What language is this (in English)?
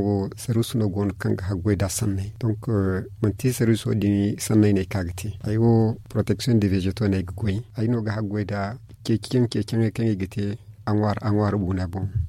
Zarma